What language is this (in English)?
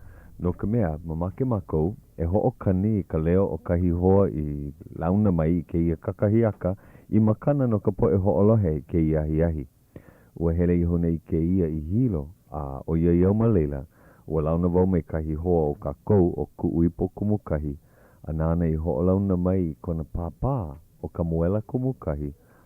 Hawaiian